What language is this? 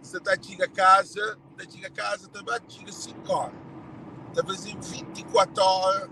Kabuverdianu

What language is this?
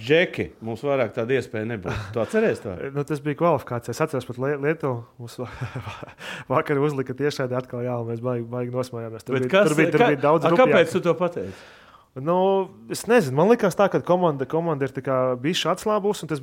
Latvian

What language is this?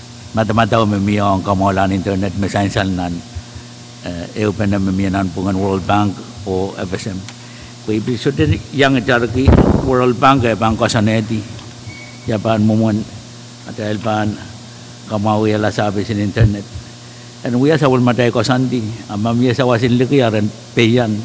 Pohnpeian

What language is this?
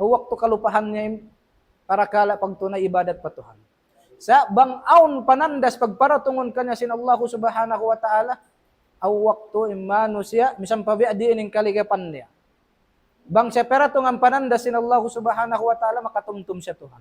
Tausug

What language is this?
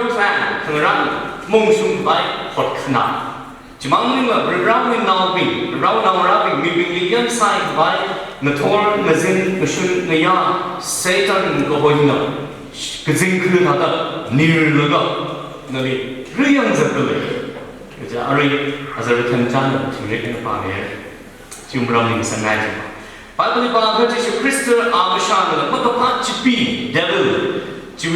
Tangkhul Naga (India)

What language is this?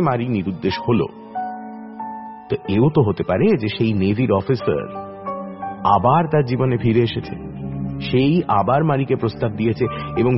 Bangla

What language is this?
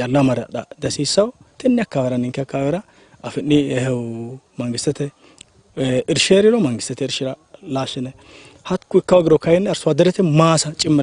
Sidamo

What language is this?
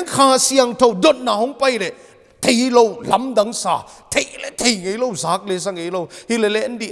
Paite Chin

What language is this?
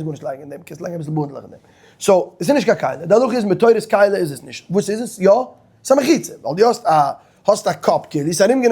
Yiddish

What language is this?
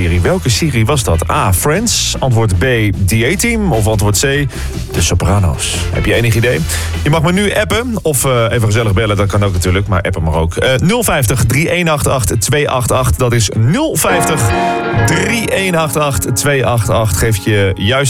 Dutch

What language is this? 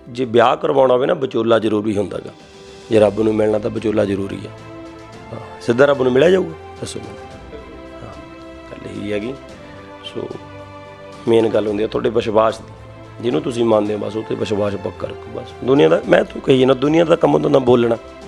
Punjabi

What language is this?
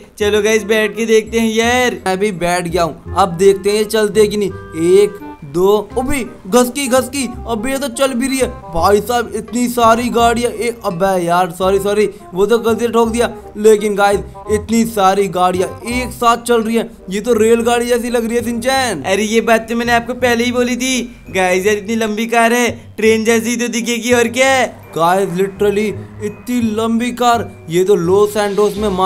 Hindi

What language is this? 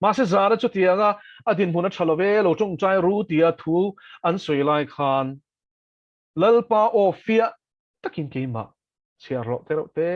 Mizo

